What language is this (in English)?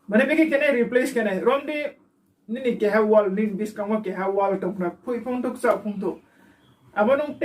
Riang (India)